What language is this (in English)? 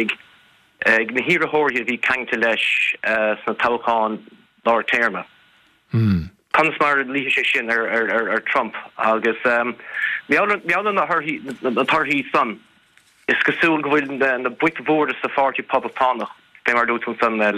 Irish